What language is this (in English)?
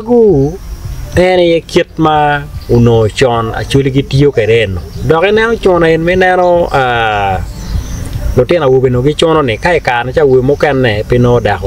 Acoli